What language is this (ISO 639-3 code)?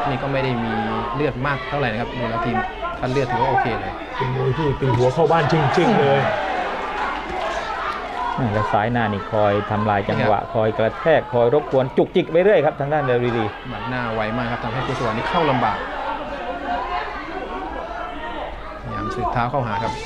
tha